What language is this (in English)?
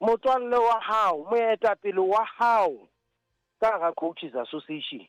Southern Sotho